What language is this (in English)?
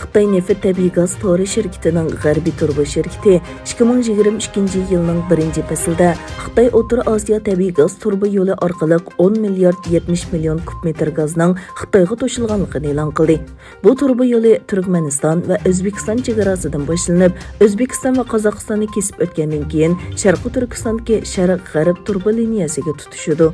Uyghur